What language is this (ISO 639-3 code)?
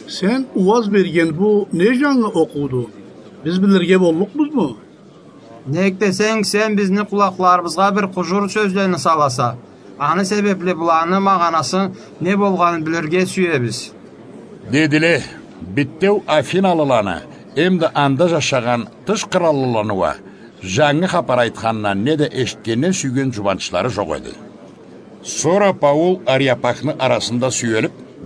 krc